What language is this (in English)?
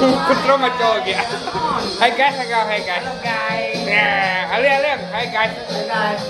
Iban